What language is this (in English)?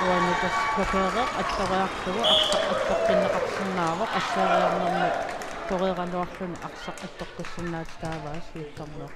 Kalaallisut